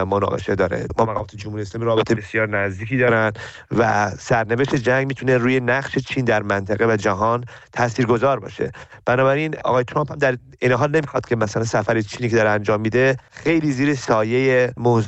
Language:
Persian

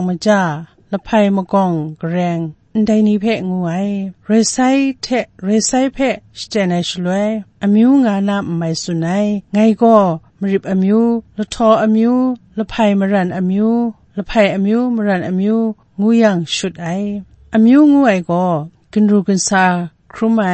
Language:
Kachin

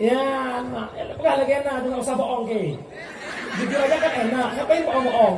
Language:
Achinese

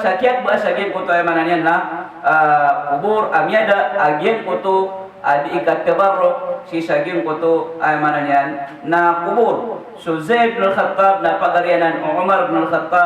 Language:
Maranao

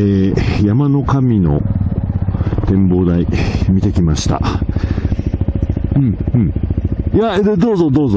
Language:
Japanese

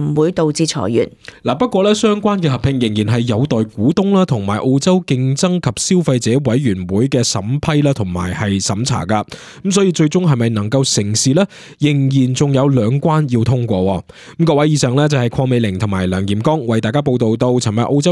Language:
Cantonese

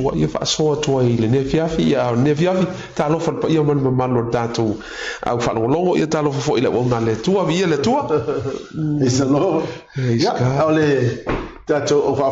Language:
Samoan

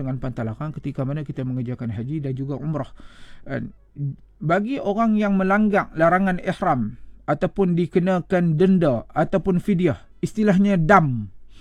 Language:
Malay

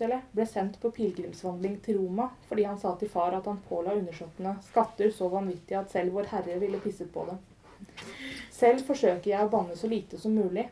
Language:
Norwegian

